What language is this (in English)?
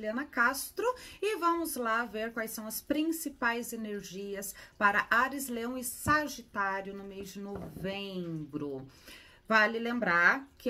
Portuguese